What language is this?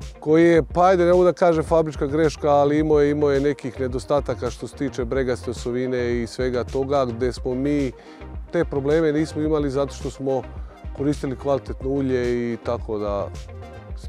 Serbian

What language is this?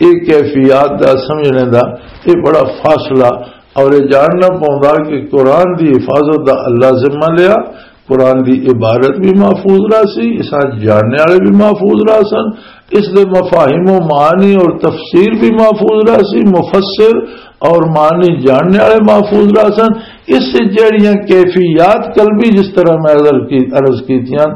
Western Panjabi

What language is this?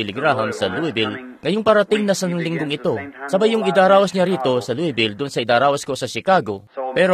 Filipino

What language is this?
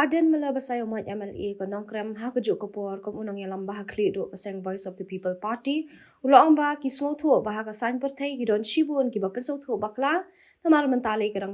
Khasi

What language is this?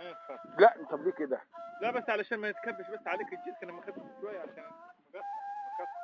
Egyptian Arabic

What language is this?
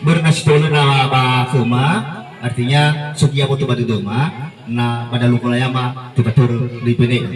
Nias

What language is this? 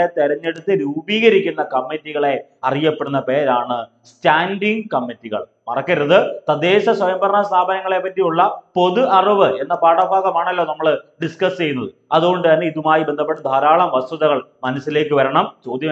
Malayalam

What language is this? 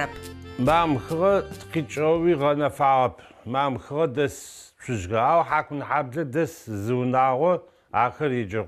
Adyghe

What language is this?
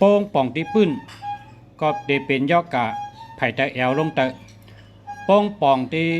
Shan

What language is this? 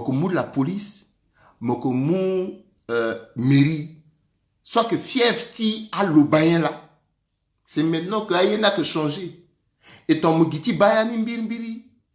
Sango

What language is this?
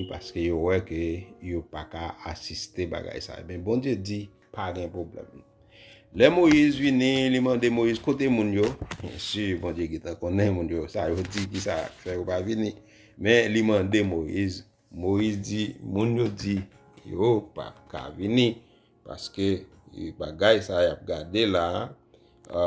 Haitian Creole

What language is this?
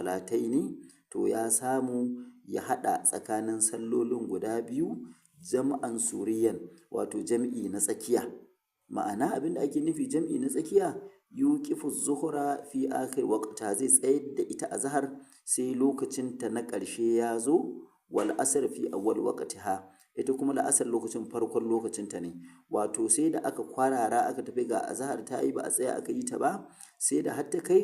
Hausa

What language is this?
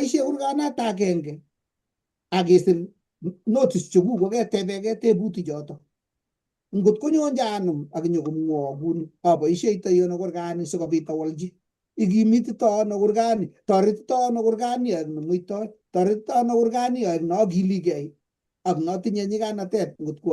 Kalenjin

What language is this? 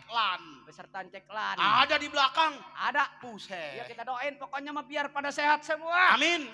Betawi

